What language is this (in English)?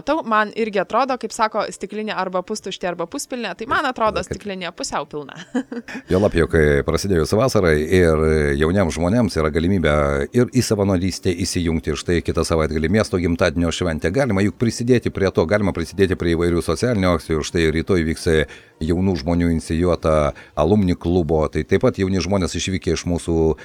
Lithuanian